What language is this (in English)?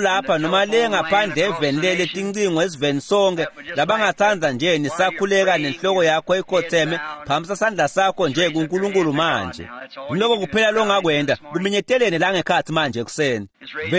Swati